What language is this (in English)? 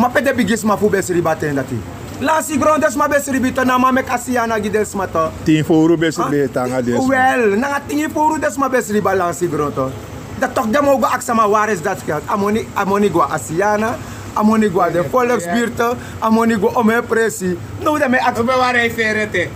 Sranan Tongo